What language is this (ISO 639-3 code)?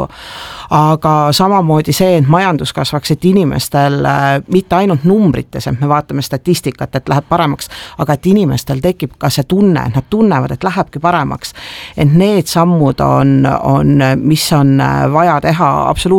est